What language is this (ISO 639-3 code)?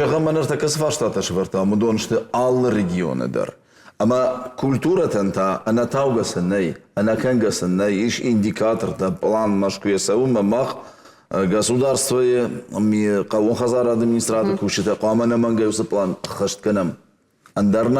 oss